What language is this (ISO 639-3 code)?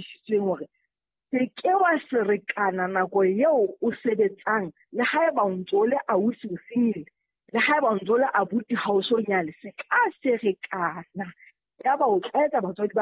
sot